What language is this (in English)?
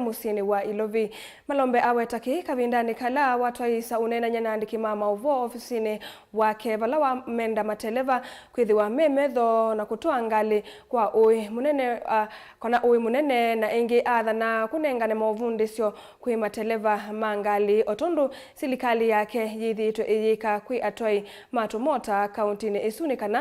Kamba